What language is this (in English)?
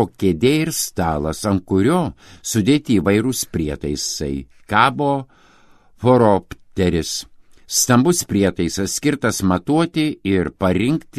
Lithuanian